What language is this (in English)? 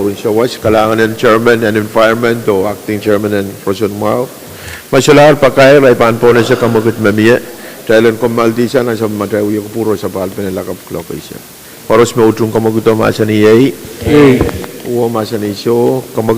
Pohnpeian